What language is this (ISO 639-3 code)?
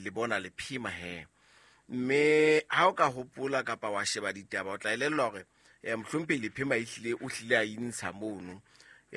sot